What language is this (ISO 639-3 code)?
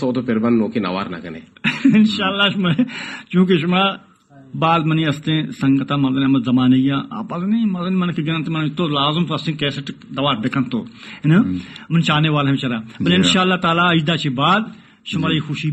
bal